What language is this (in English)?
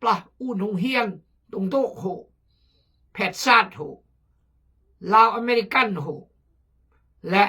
Khmu